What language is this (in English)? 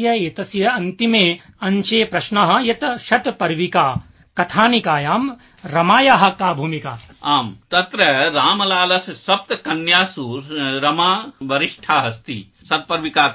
Sanskrit